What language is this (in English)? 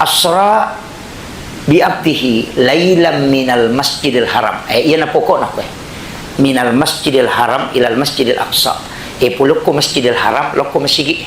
Buginese